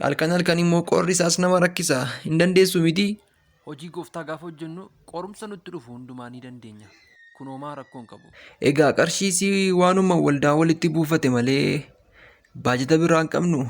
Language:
Oromo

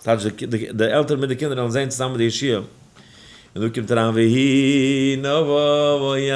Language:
Yiddish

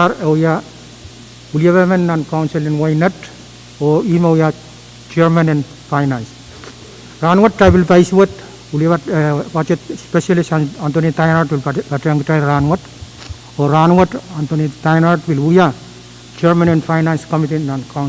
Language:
Pohnpeian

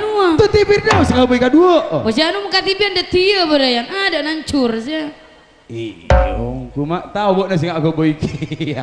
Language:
Madurese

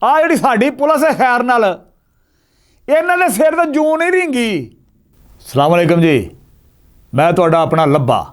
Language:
Western Panjabi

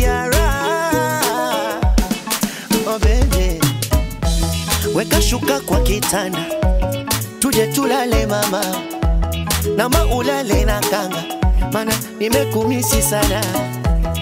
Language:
Swahili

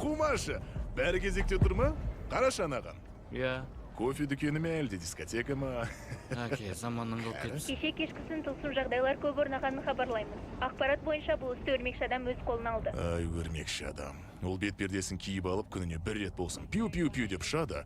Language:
Kazakh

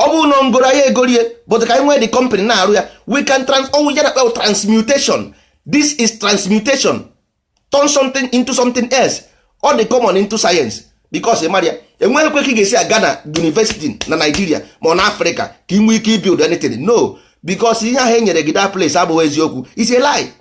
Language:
Igbo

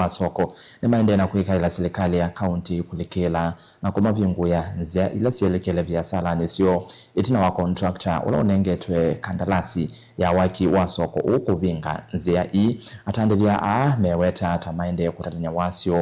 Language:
Kamba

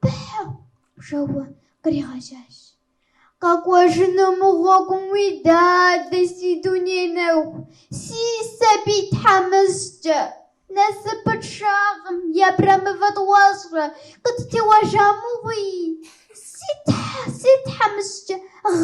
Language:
Kabardian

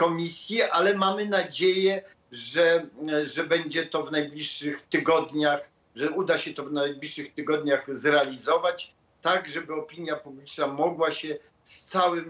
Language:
Polish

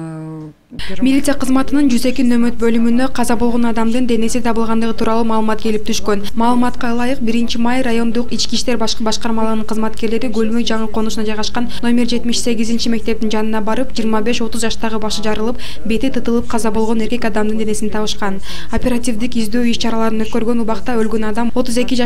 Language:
Kyrgyz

